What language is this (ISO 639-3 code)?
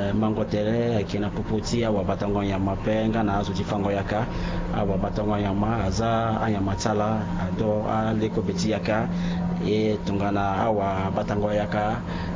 sag